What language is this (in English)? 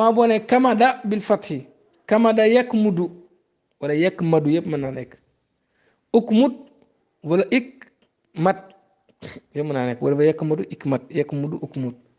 Wolof